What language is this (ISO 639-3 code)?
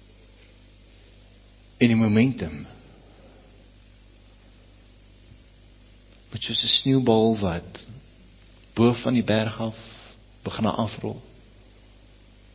afr